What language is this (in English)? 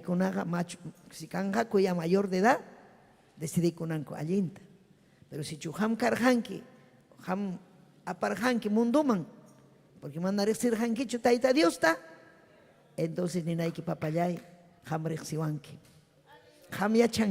Ayacucho Quechua